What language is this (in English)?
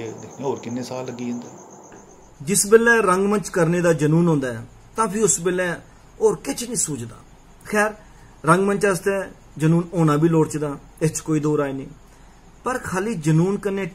Dogri